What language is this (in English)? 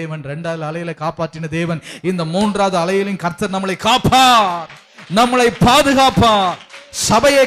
Tamil